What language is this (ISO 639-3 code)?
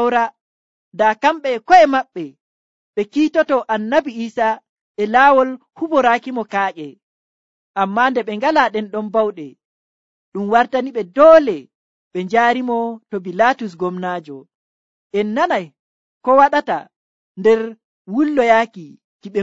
fuv